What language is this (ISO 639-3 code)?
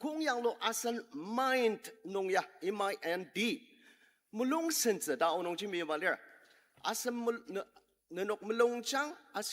njo